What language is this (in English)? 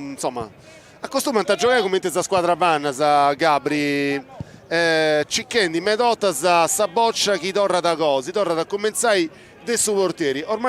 Sardinian